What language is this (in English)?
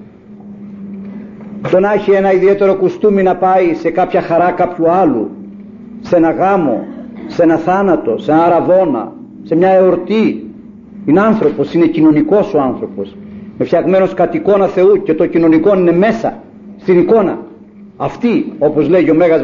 Greek